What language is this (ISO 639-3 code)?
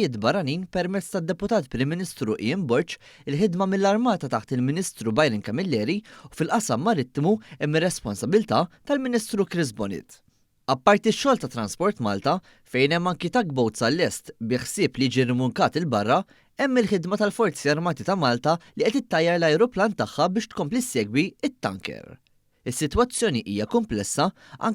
mlt